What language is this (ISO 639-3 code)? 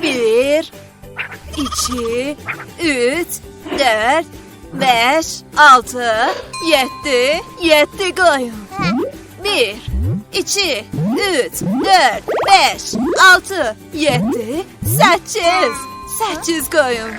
azb